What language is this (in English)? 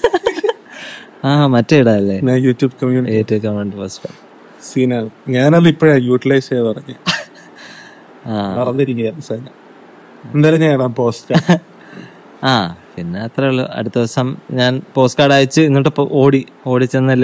Malayalam